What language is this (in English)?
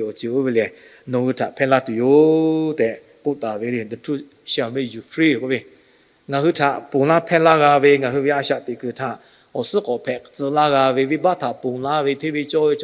Lahu